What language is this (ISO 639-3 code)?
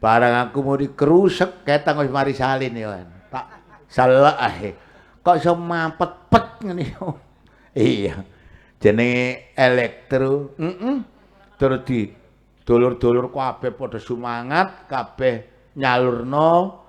jav